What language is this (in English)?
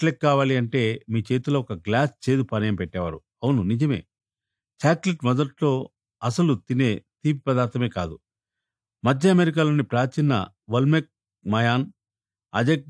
Telugu